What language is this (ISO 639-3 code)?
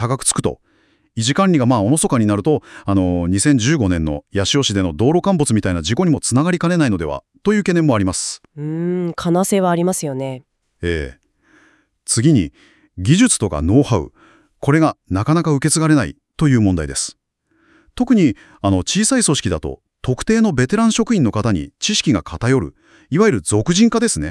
jpn